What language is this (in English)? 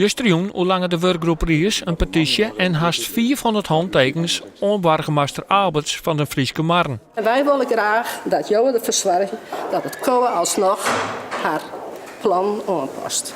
Western Frisian